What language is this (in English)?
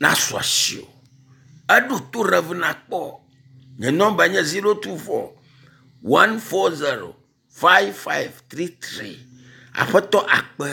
Ewe